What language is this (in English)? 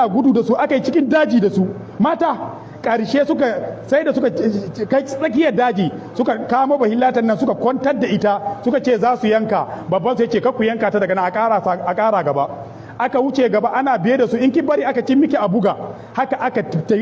Hausa